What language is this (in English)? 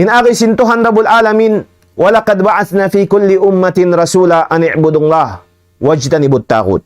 Tausug